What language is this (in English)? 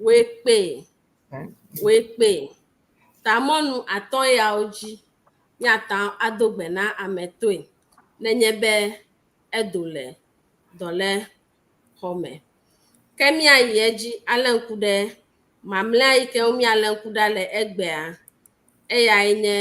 Ewe